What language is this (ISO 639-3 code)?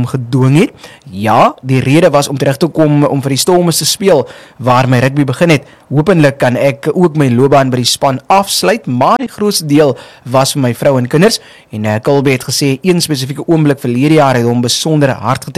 afr